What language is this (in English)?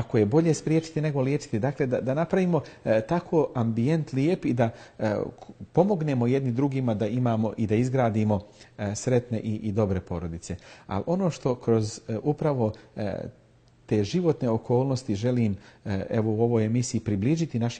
Bosnian